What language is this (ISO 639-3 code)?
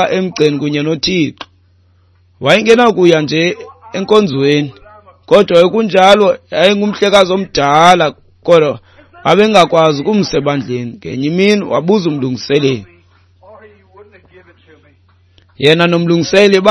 xho